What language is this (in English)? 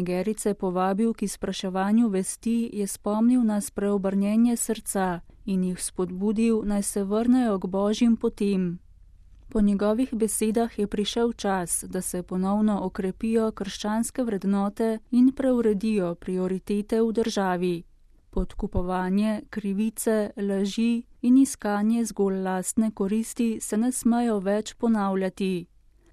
Slovenian